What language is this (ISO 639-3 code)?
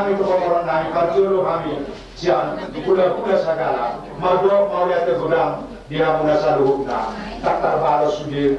bbc